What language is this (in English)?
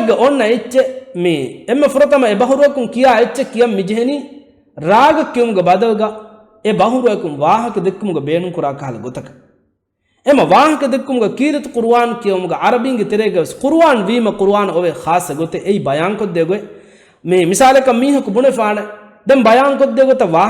Divehi